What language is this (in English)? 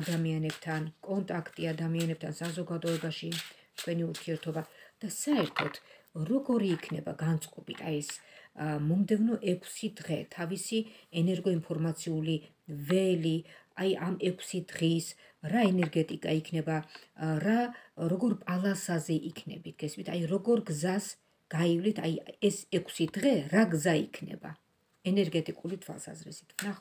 Georgian